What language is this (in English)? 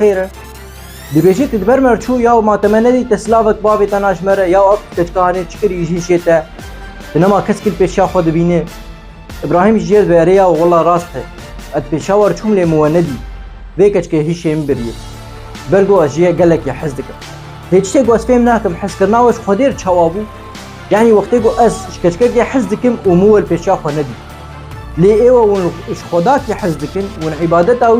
Kurdish